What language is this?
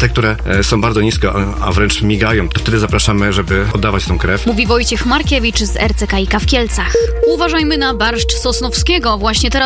Polish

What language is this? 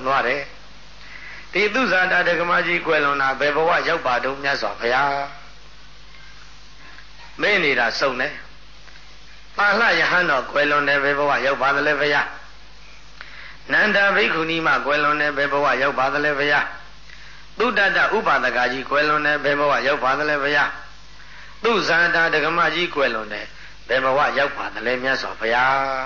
Burmese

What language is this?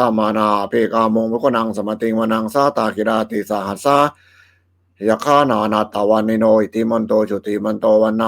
Pali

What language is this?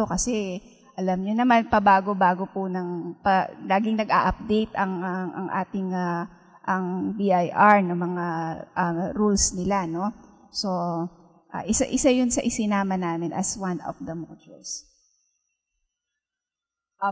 Filipino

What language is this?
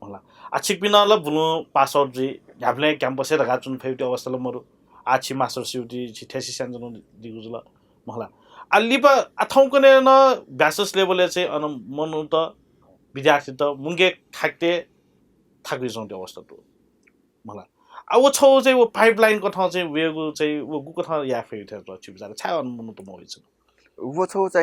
Newari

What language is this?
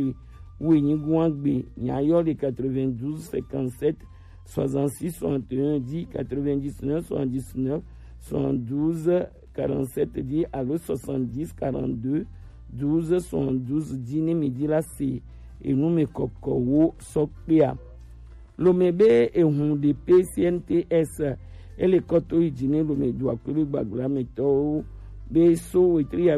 Gen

